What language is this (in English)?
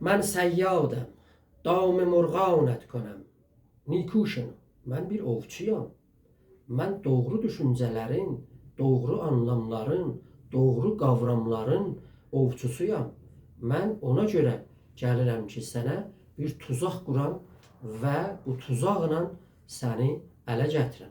South Azerbaijani